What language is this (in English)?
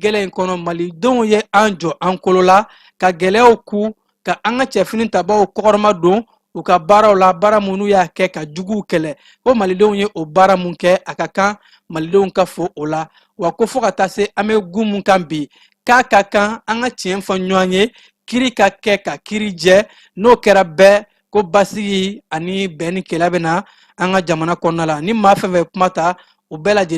Bambara